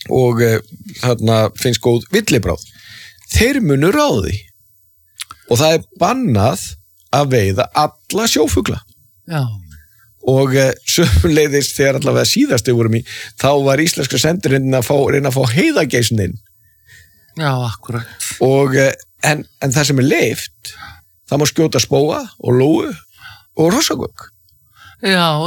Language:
Icelandic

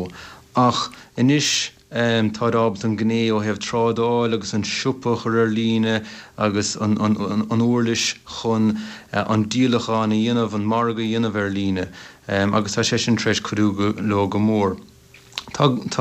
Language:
Irish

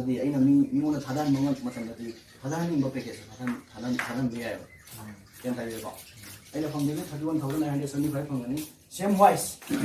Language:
Manipuri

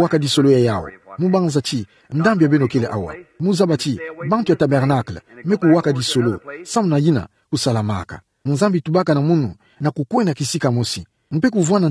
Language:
Kituba (Democratic Republic of Congo)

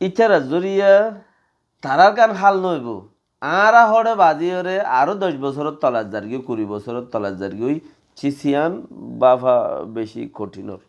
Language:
Rohingya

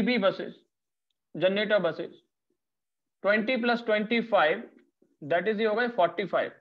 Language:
Hindi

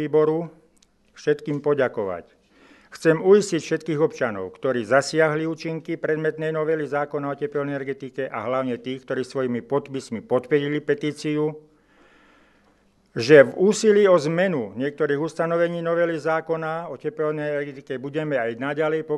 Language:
Slovak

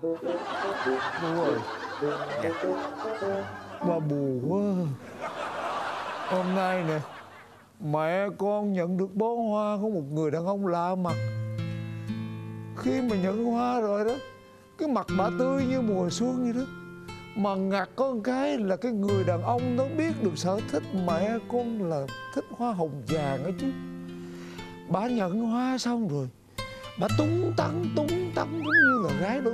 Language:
Vietnamese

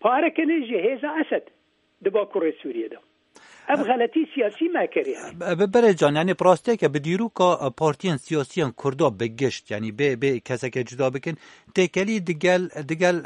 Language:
Kurdish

